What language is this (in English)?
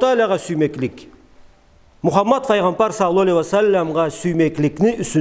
Karachay-Balkar